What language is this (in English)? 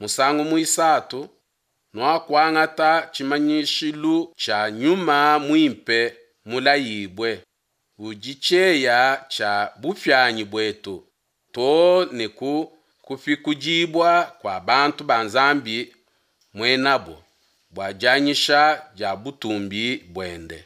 Luba-Lulua